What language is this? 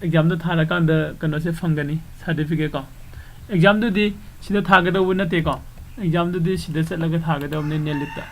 Manipuri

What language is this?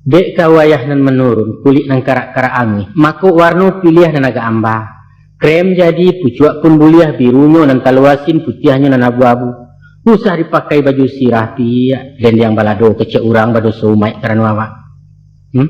Minangkabau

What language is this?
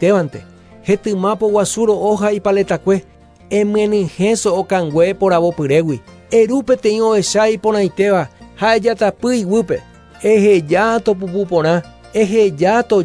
Guarani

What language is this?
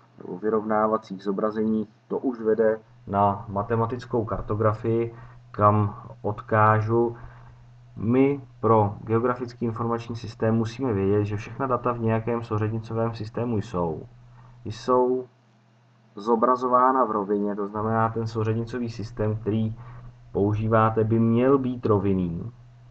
Czech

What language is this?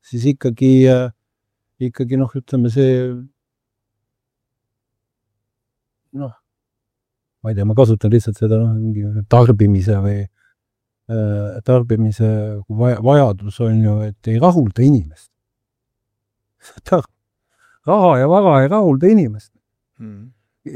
Estonian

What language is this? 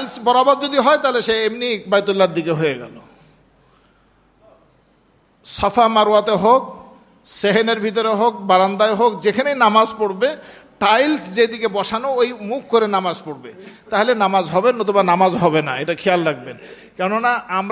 Bangla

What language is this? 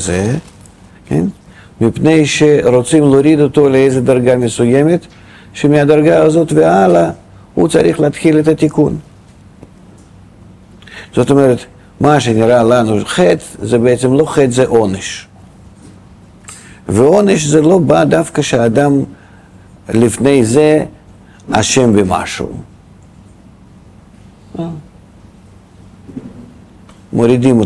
Hebrew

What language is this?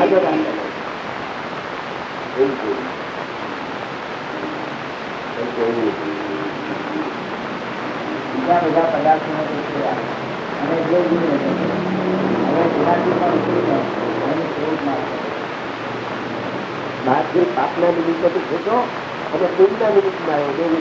Gujarati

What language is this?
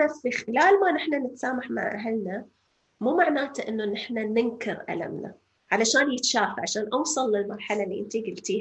North Levantine Arabic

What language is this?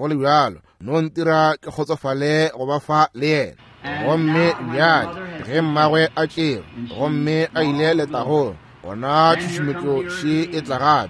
Northern Sotho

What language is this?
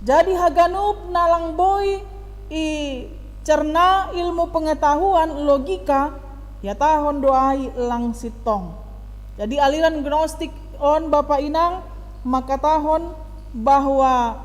Batak Simalungun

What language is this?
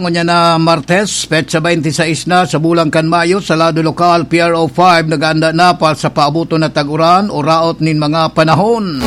Bikol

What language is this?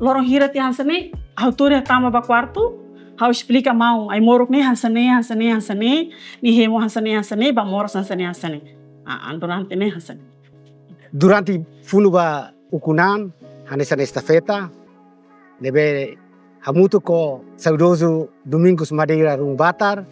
Tetum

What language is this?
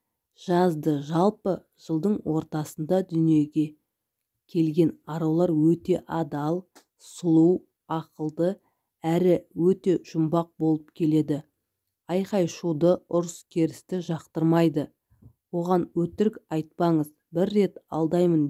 Kazakh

